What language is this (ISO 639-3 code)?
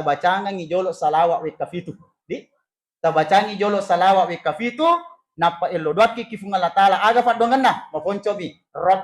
bug